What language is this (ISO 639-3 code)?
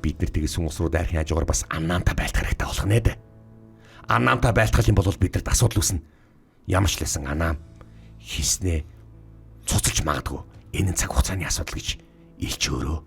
mon